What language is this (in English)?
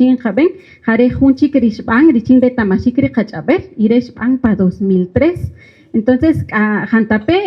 Kaqchikel